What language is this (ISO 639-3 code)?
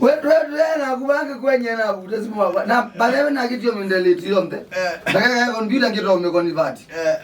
kam